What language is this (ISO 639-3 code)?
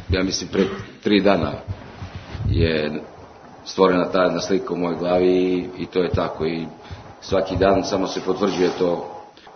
srp